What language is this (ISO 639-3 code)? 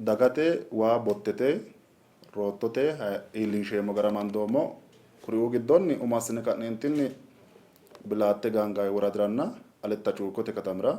sid